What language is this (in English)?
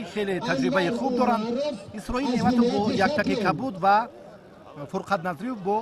Tajik